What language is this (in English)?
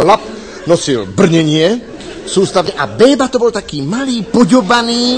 Slovak